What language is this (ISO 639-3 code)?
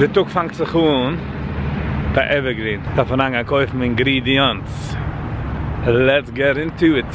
yid